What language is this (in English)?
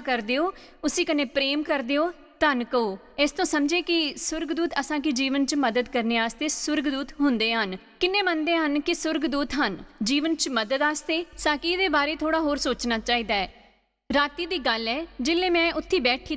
Dogri